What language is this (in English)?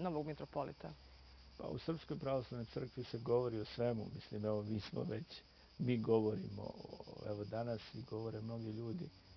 Bosnian